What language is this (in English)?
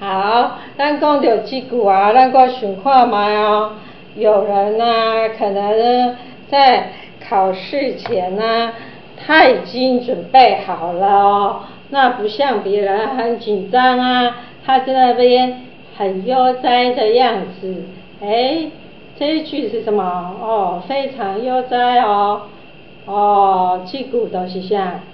Min Nan Chinese